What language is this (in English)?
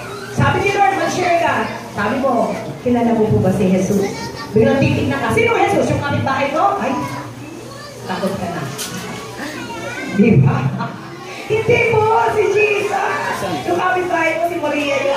Filipino